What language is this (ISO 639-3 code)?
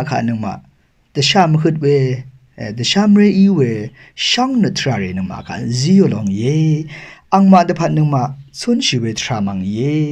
raw